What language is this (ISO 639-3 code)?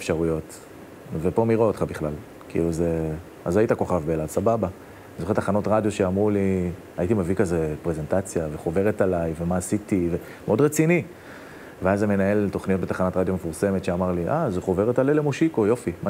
heb